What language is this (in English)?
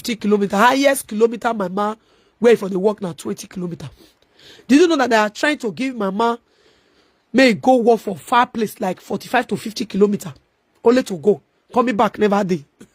Nigerian Pidgin